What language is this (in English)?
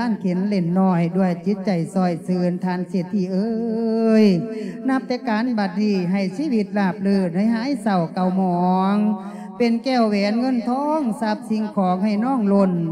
Lao